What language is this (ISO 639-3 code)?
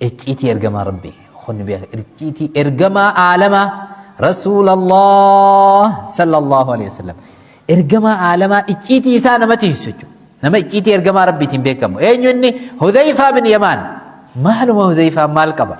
orm